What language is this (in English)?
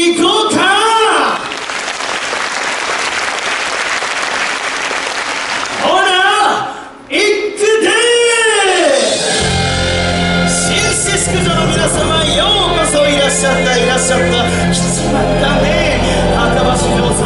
Japanese